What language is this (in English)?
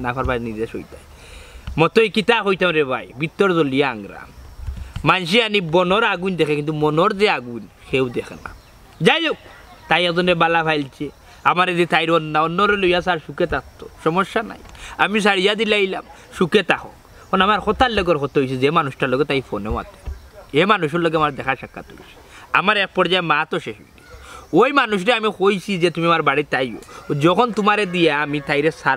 Sylheti